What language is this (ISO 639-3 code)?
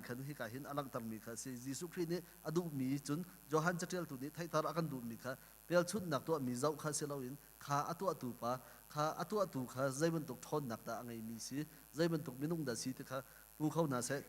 cnh